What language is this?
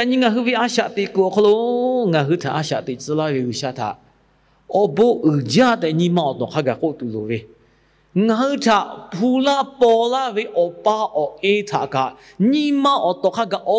Lahu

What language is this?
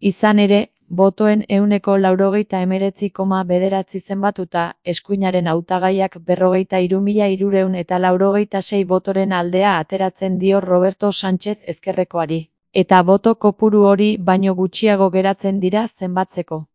Basque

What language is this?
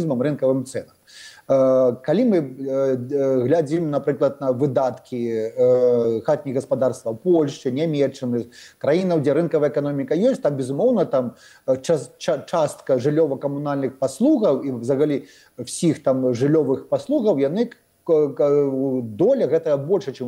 Belarusian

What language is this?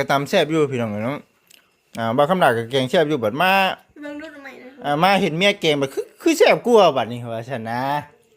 Lao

